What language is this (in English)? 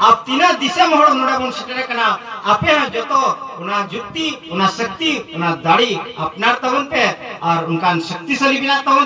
Santali